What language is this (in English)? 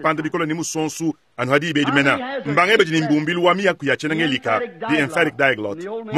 Luba-Lulua